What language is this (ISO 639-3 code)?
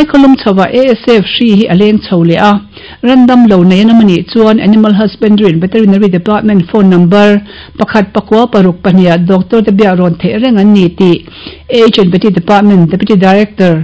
lus